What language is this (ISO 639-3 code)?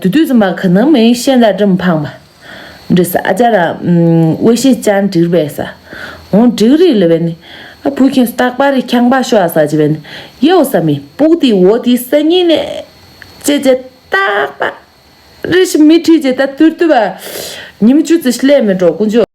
bod